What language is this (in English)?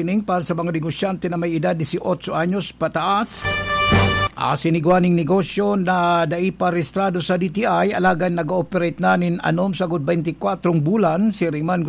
Bikol